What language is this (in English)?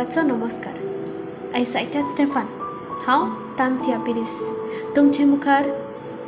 Konkani